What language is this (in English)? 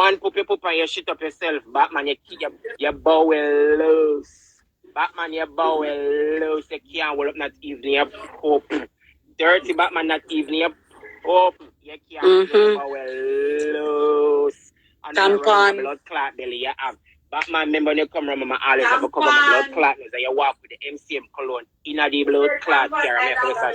Jamaican Creole English